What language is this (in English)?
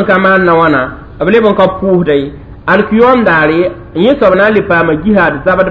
Mossi